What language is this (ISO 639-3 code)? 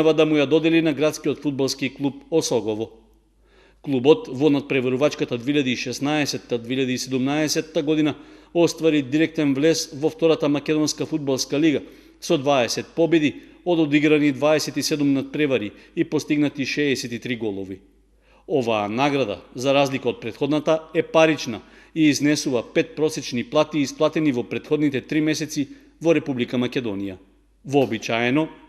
mkd